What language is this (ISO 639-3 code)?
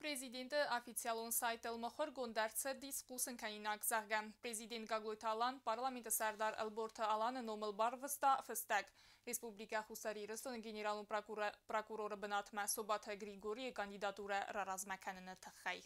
oss